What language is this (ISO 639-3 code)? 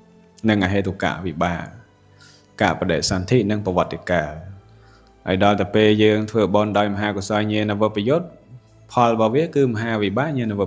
khm